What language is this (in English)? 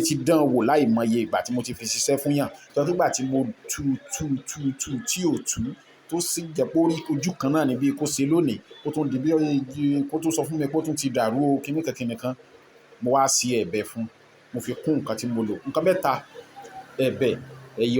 Yoruba